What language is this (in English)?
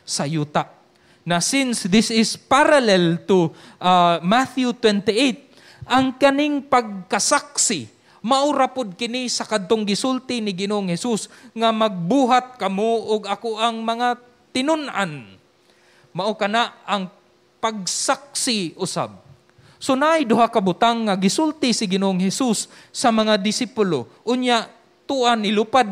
Cebuano